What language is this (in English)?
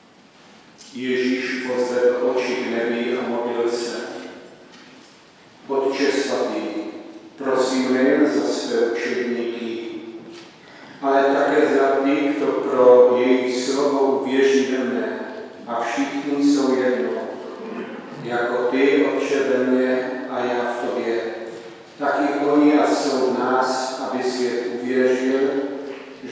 Czech